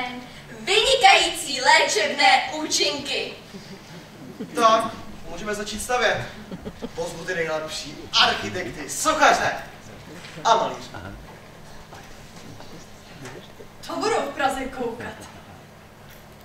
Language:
Czech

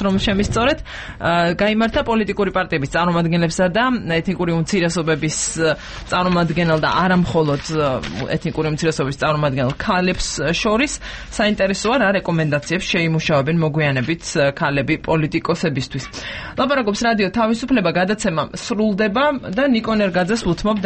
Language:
Georgian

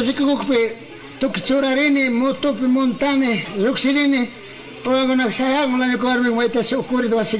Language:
Chimborazo Highland Quichua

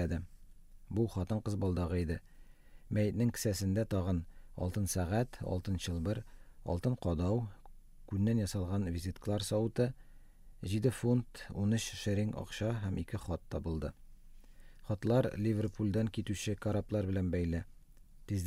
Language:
Tatar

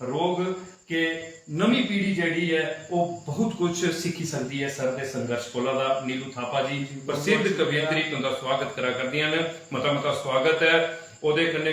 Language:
Dogri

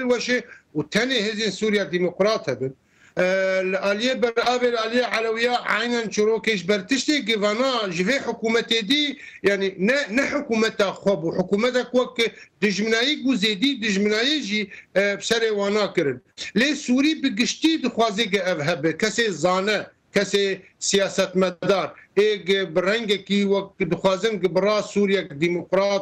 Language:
Kurdish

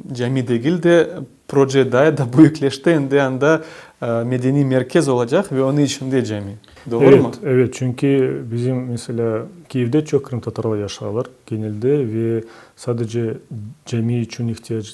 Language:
Crimean Tatar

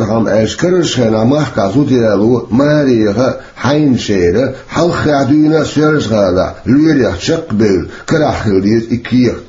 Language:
Chechen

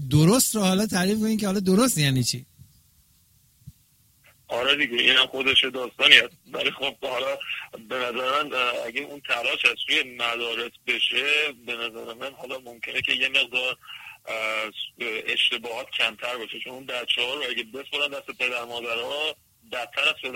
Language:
Persian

